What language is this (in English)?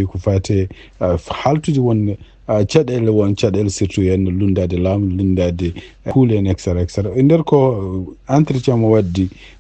Fula